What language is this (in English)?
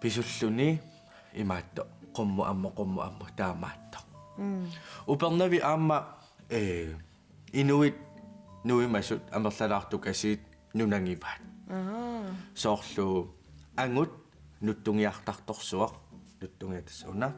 Kalaallisut